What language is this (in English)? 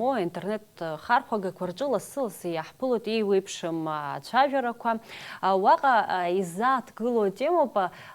Abkhazian